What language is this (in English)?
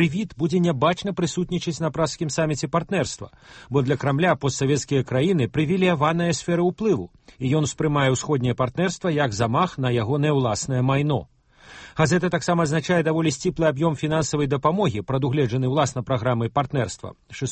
Belarusian